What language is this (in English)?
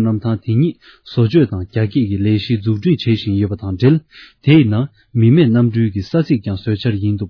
Tibetan